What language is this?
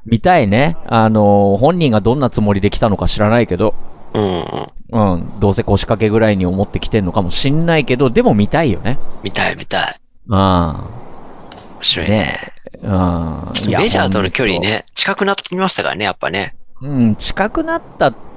Japanese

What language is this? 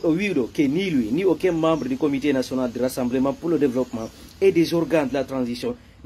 Fula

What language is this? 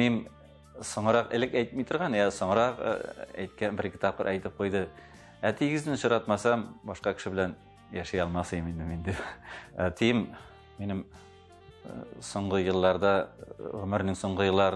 Tatar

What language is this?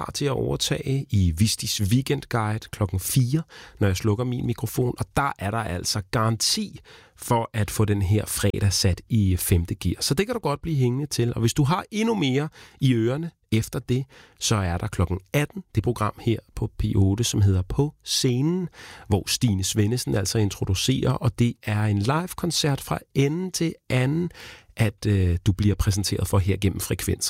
Danish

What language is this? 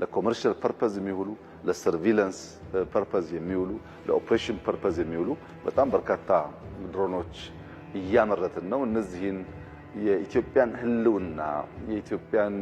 Amharic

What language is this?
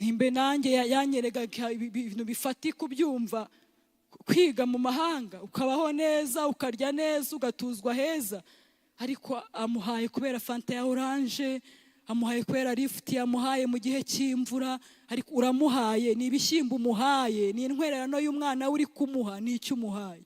Kinyarwanda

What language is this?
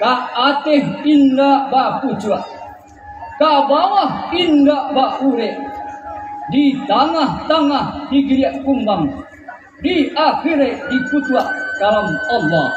Minangkabau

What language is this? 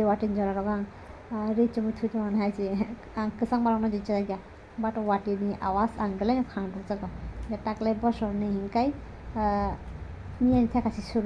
Kok Borok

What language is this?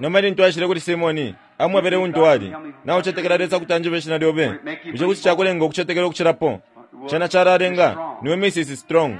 Bemba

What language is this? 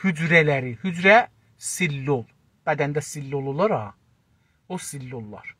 South Azerbaijani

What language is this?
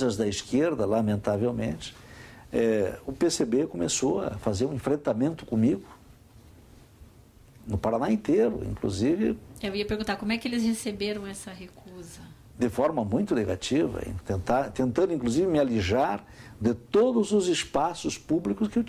Portuguese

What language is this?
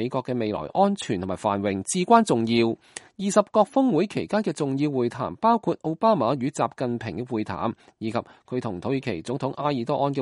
Cantonese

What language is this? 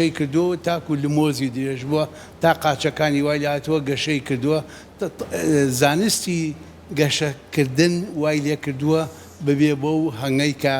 Central Kurdish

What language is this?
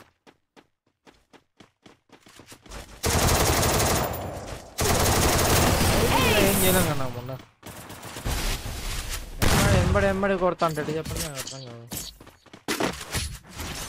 Telugu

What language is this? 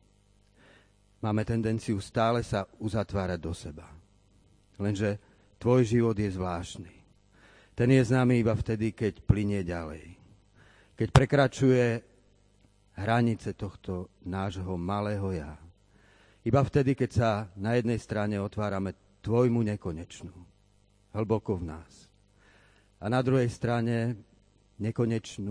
Slovak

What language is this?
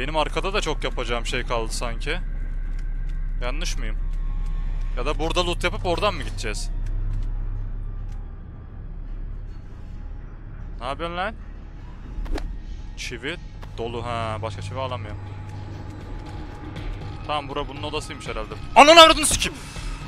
Turkish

